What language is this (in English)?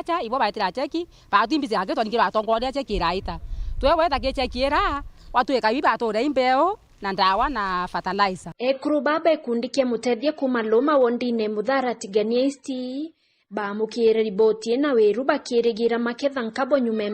Meru